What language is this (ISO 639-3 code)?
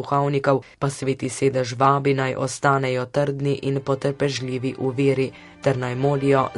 slv